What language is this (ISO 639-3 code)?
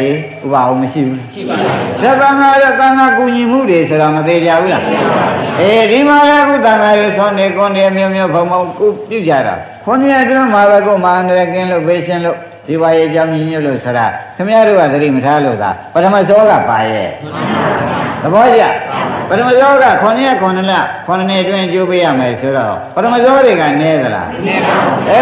mya